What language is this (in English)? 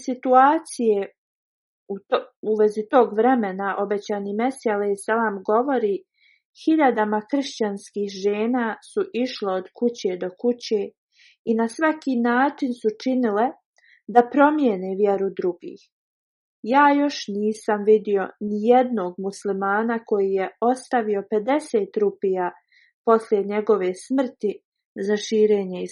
Bosnian